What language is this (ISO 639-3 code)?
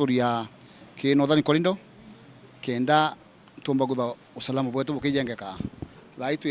mer